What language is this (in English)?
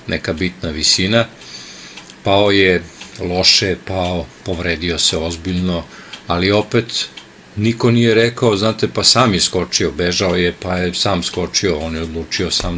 Serbian